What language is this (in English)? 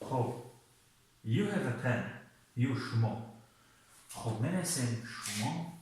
Tajik